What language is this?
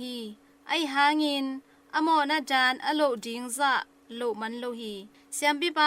Tedim Chin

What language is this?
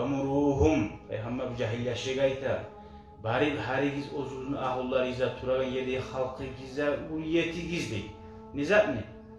Kumyk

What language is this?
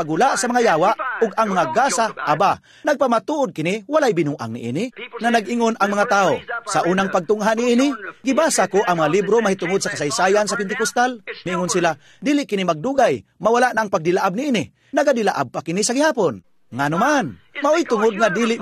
Cebuano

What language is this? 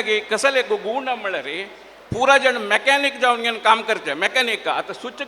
Konkani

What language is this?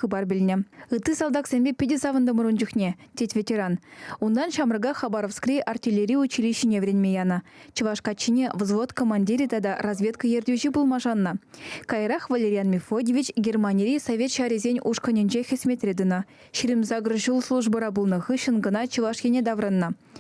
Chuvash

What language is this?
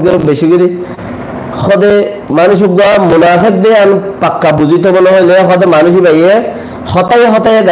Rohingya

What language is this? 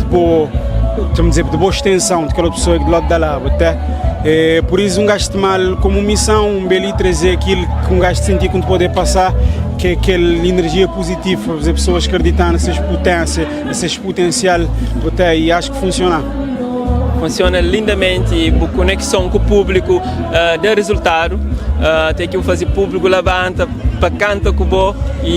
Kabuverdianu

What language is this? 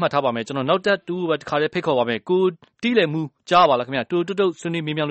Burmese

